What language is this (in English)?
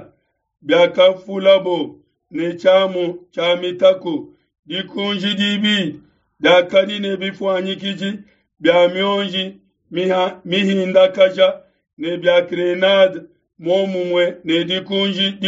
Luba-Lulua